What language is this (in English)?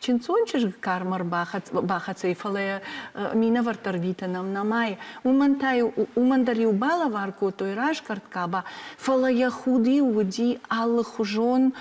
Ossetic